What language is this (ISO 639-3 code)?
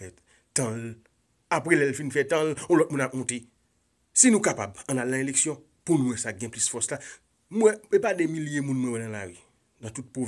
hat